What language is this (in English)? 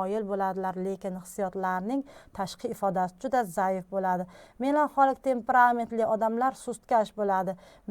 Uzbek